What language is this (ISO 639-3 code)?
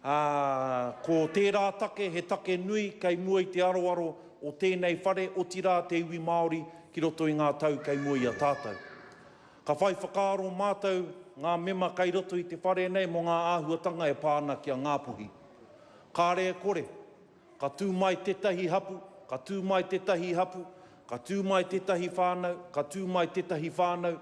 mri